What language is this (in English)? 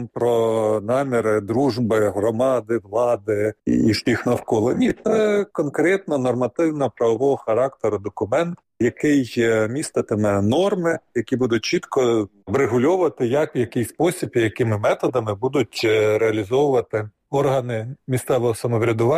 Ukrainian